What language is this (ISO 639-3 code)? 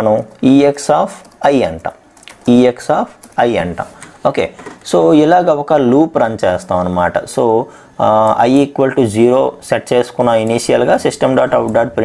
tel